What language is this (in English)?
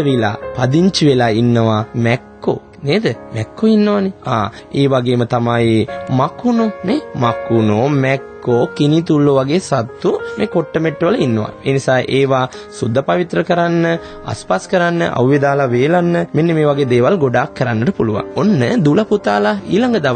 Sinhala